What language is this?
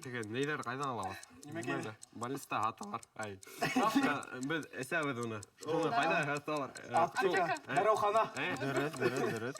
Bashkir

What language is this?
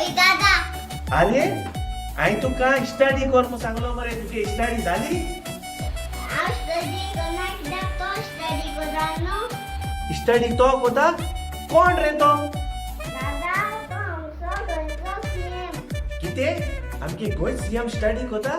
Konkani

